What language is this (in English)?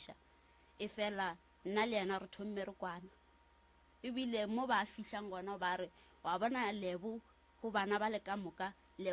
Northern Sotho